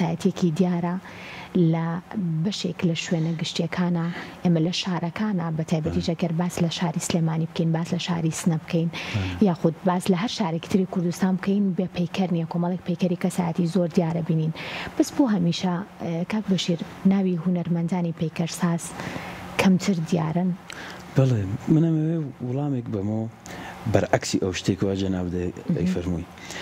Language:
Central Kurdish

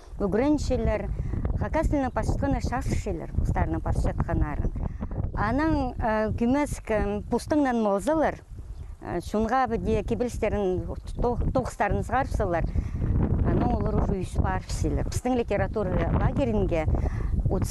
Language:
Khakas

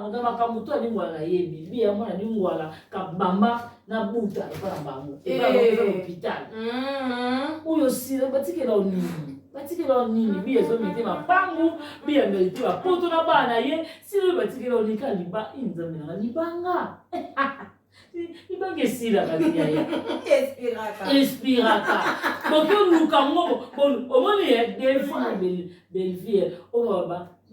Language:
Lingala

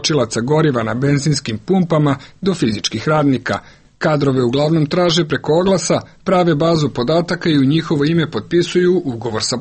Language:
Serbian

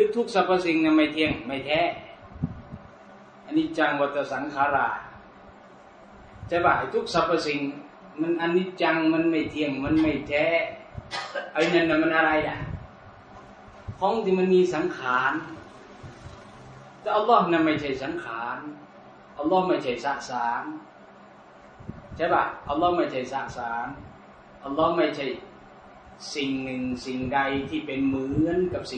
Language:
Thai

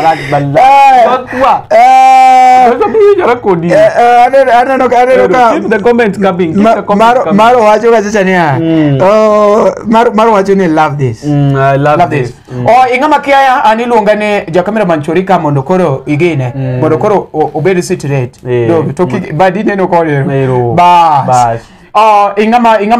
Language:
Luo (Kenya and Tanzania)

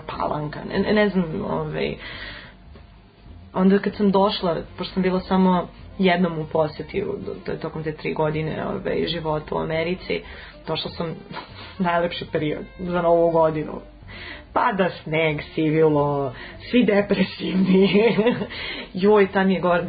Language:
Serbian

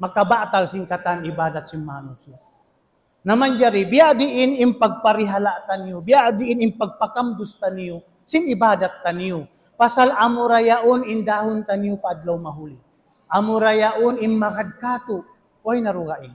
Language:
Tausug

